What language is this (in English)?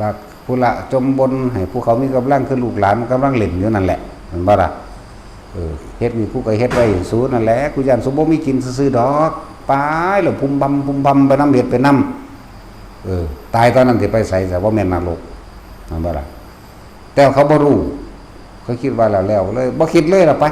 Northeastern Thai